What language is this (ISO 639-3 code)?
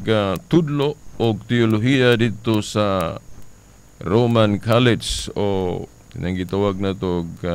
ceb